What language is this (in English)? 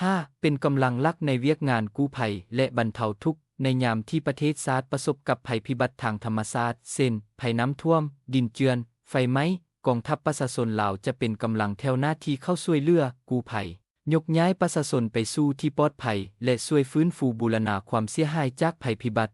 Lao